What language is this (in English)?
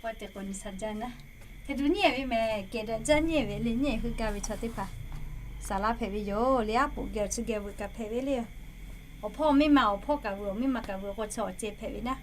Lahu